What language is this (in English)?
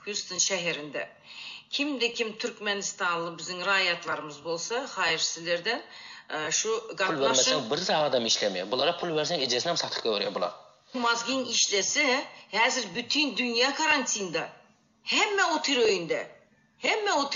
Turkmen